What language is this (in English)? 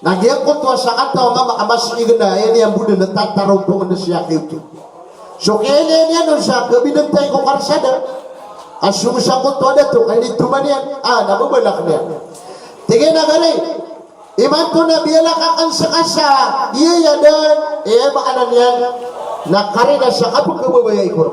Maranao